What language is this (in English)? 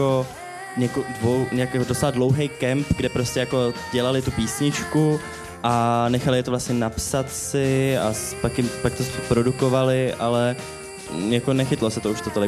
Czech